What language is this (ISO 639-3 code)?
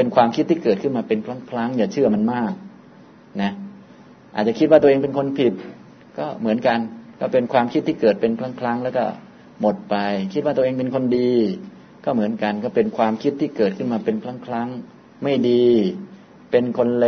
tha